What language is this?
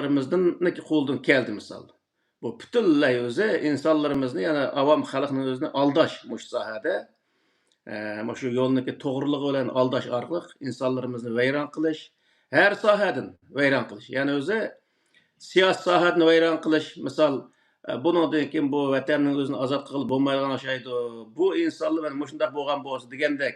Uyghur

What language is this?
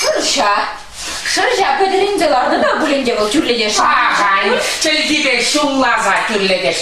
Chuvash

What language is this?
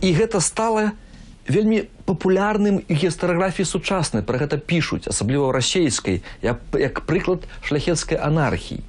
Belarusian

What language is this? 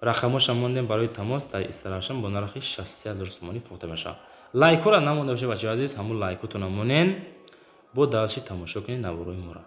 Tajik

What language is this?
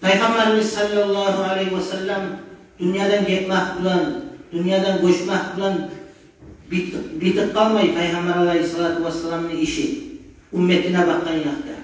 Kumyk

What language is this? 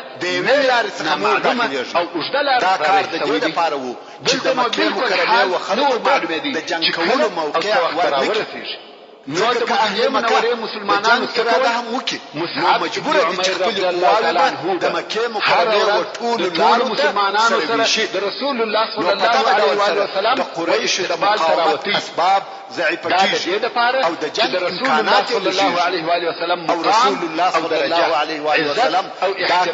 Pashto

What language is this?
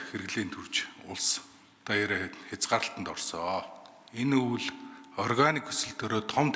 Mongolian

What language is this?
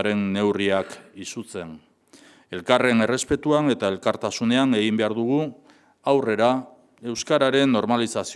Basque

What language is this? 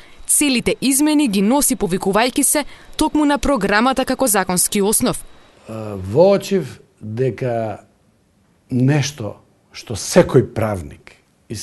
Macedonian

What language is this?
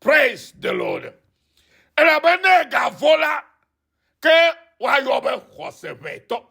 Ewe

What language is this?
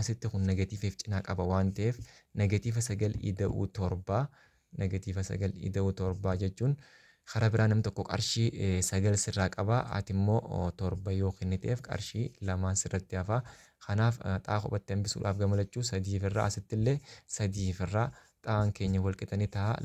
Oromo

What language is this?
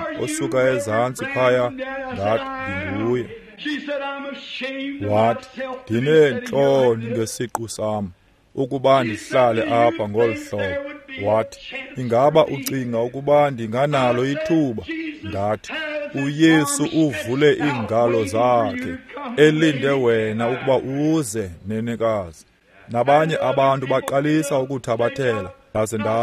Xhosa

